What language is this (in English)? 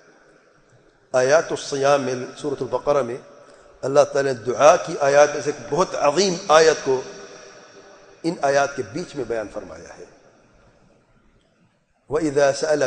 Urdu